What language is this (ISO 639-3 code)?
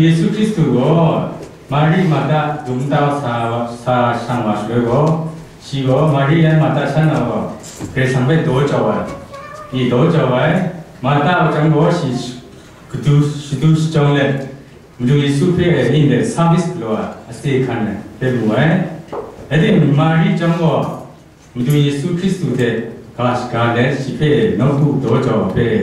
kac